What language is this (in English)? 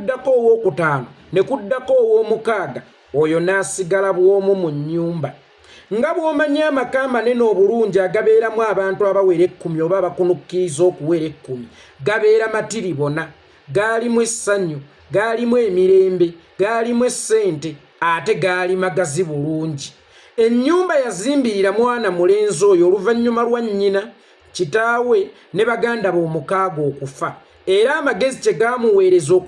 Ganda